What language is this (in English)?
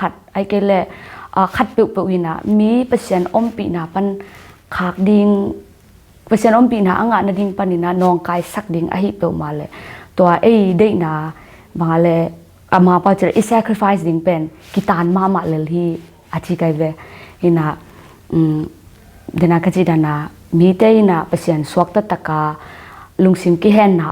Tedim Chin